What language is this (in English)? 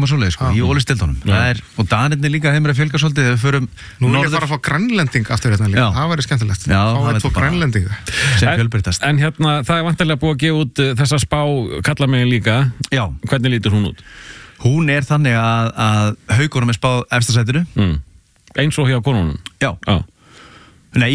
Icelandic